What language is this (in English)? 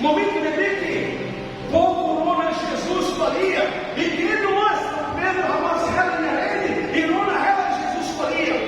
Tetum